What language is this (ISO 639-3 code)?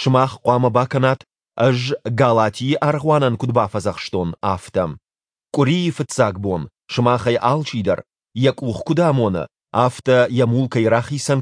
oss